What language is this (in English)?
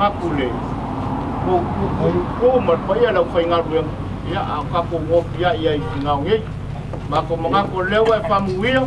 Samoan